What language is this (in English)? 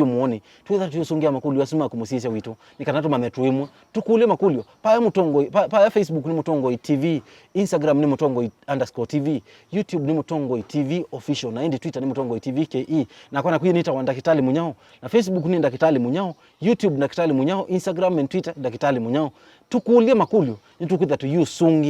Kamba